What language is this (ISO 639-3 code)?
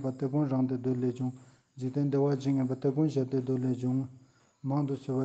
lbj